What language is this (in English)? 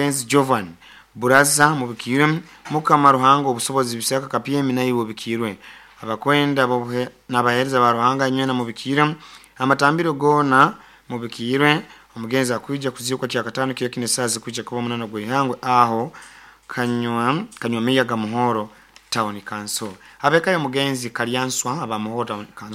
Nyoro